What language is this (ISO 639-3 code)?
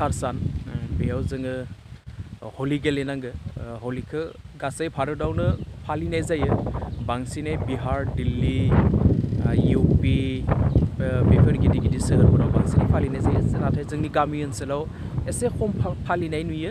brx